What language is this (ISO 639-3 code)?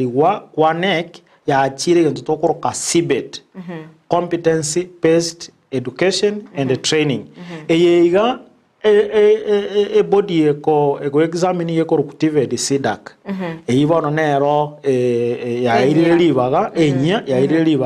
guz